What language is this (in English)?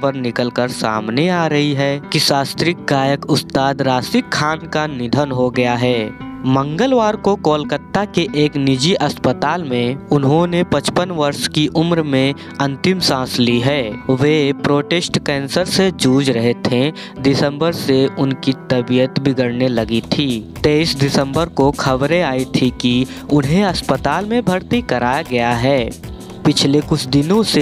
Hindi